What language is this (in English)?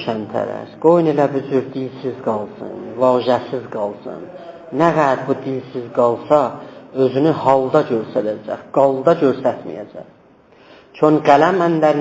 South Azerbaijani